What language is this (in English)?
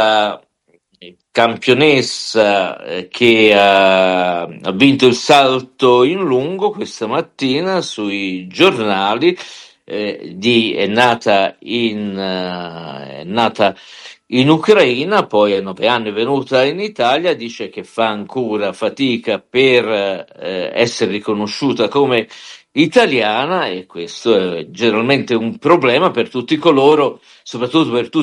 Italian